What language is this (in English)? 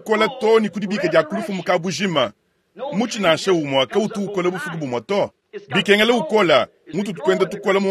Luba-Lulua